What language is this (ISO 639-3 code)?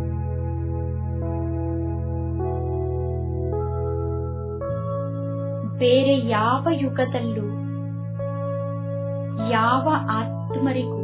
kan